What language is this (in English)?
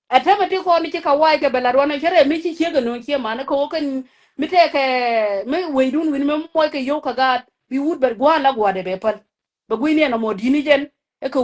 Nuer